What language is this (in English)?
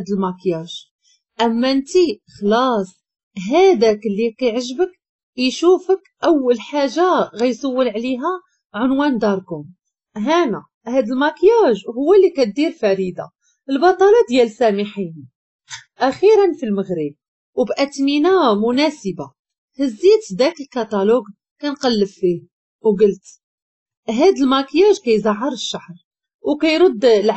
Moroccan Arabic